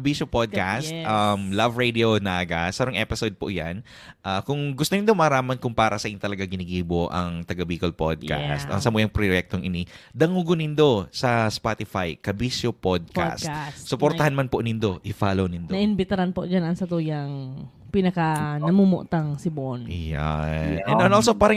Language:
Bikol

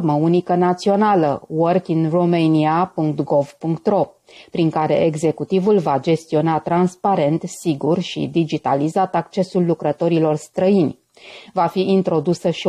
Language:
Romanian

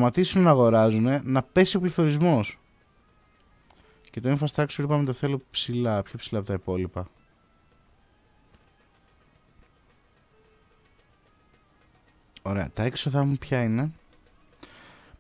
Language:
Greek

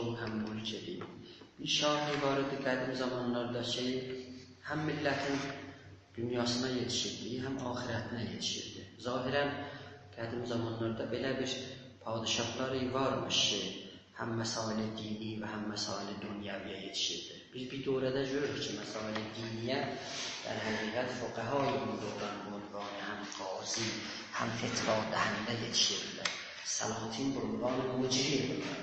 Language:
South Azerbaijani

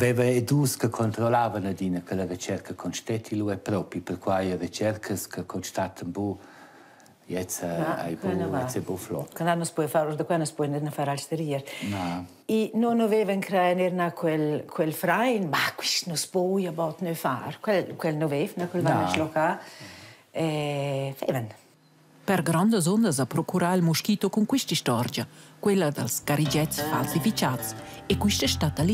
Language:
Romansh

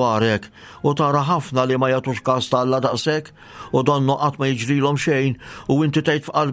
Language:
Maltese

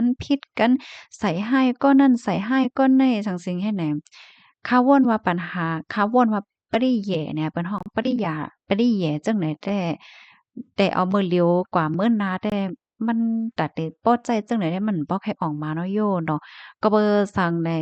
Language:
Shan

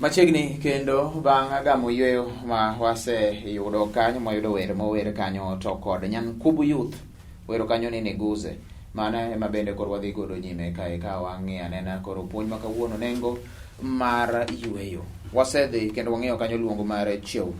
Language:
Luo (Kenya and Tanzania)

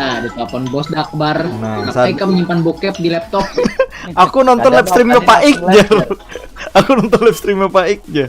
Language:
Banjar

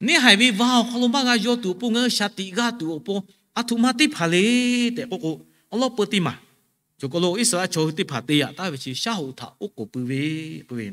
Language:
Lahu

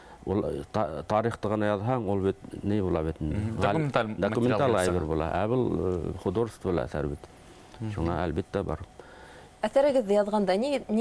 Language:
Bashkir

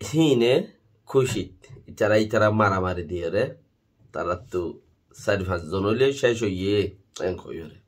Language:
Rohingya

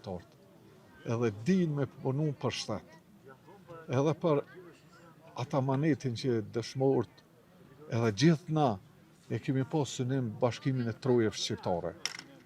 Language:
Albanian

